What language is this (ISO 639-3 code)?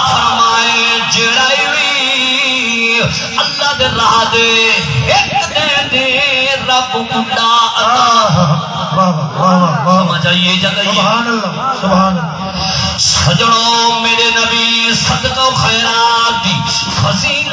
skr